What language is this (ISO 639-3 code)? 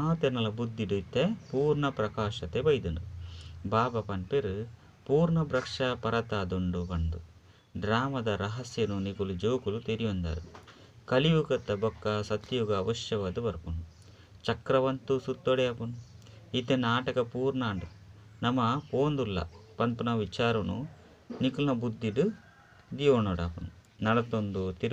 tcy